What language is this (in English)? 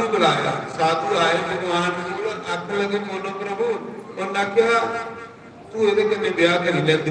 Dogri